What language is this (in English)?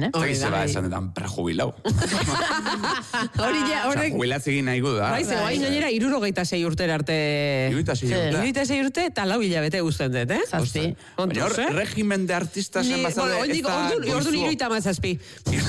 Basque